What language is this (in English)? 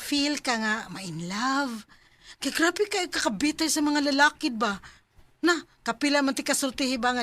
Cebuano